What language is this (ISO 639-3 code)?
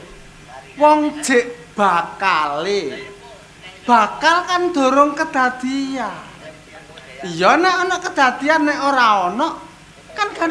jav